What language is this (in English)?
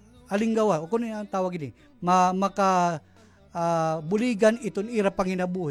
Waray